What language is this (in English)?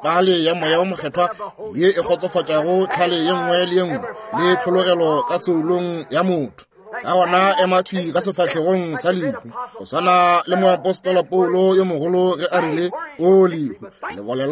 Northern Sotho